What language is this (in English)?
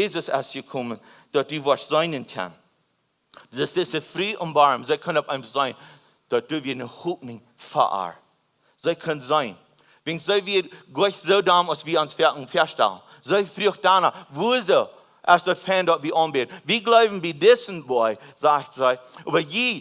Plautdietsch